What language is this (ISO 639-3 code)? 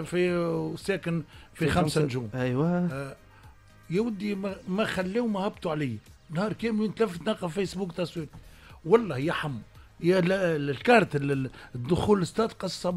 aeb